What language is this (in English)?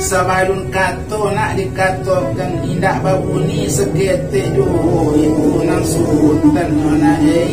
Minangkabau